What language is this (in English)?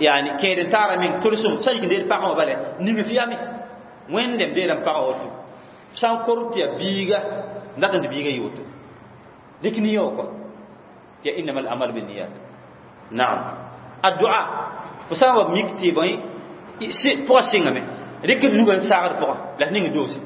Mossi